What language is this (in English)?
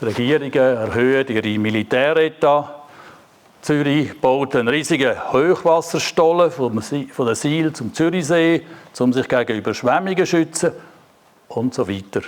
Swiss German